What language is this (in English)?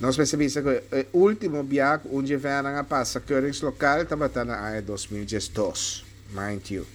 Papiamento